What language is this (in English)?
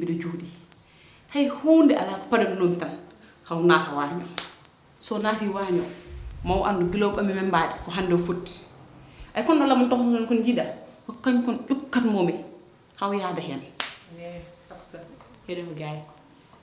Fula